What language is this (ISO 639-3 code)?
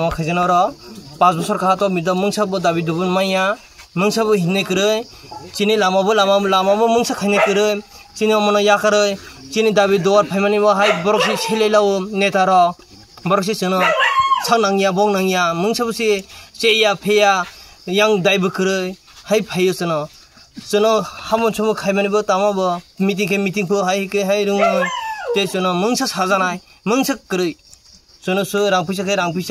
trp